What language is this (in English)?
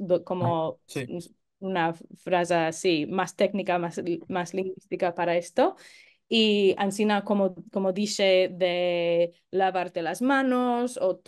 Ladino